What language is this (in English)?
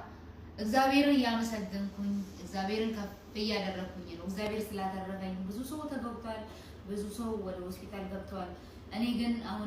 Amharic